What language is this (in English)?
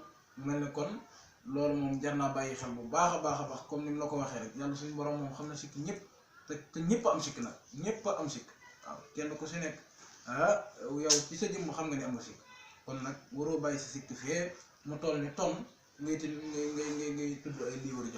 Wolof